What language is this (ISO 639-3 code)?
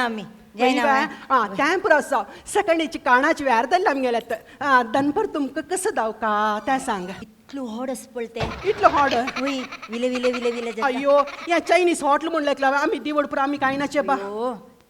kok